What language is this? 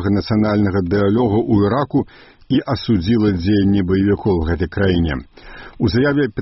Belarusian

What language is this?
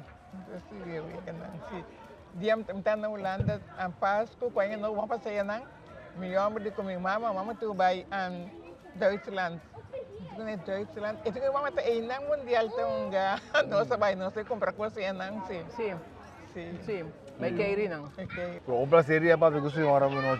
Papiamento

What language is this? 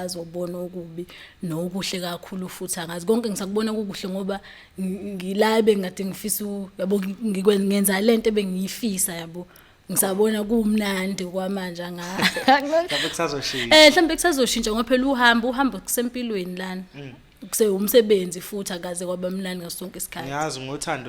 Zulu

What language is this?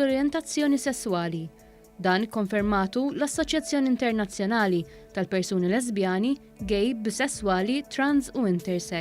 Maltese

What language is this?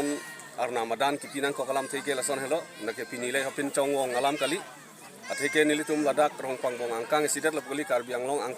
Karbi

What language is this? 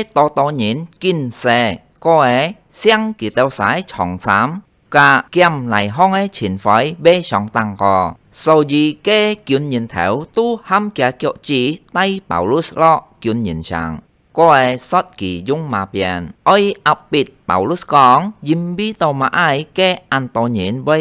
Hakka Chinese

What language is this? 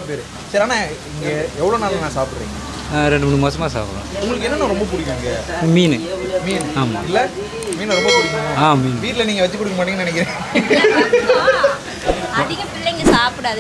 Tamil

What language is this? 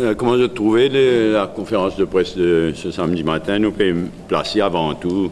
Morisyen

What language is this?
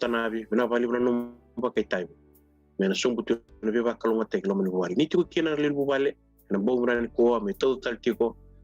Fijian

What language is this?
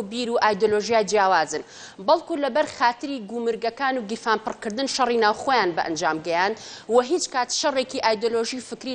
Central Kurdish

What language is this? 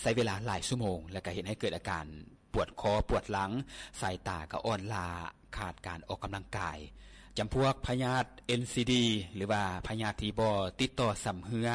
Lao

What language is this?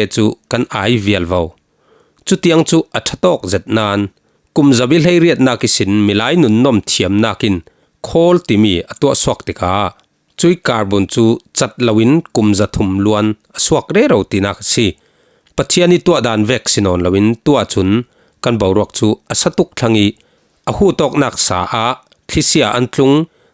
Falam Chin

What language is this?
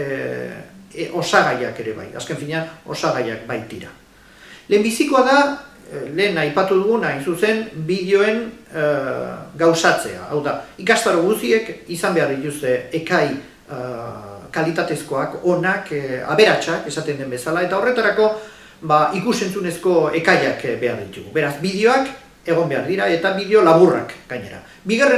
Basque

